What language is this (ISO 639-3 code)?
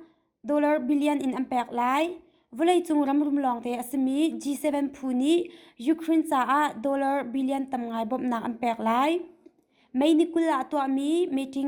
cnh